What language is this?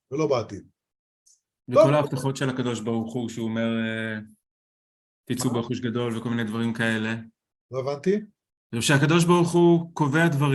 Hebrew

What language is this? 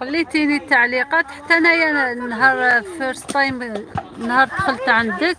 Algerian Arabic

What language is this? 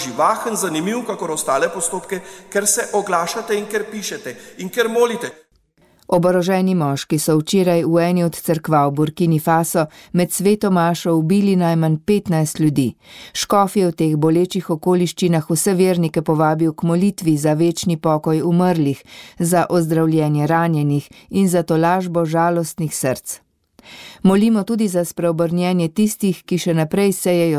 Slovenian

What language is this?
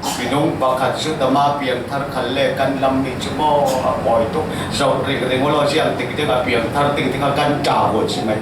Falam Chin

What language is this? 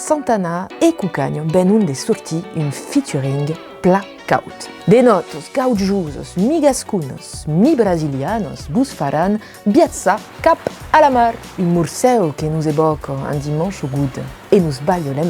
Occitan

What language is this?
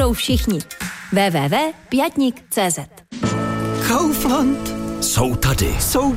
Czech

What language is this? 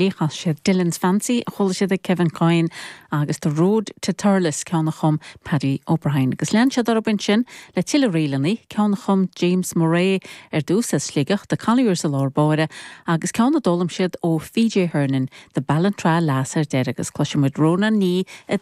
Irish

